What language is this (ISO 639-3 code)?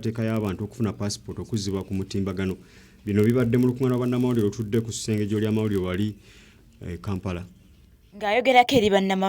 lug